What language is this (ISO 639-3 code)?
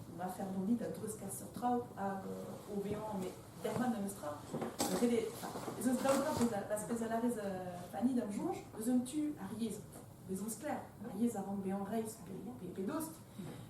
bre